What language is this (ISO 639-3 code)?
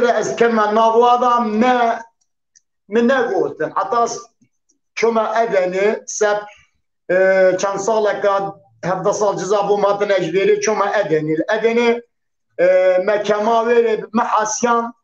kur